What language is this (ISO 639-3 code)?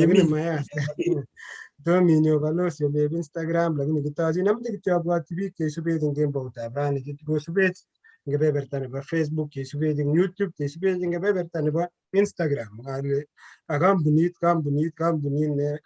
kln